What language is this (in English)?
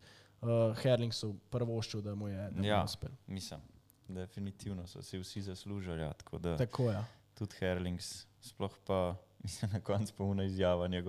Slovenian